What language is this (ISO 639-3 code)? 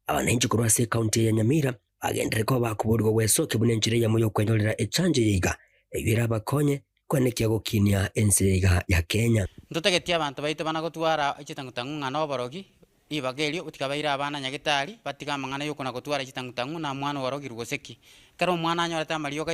guz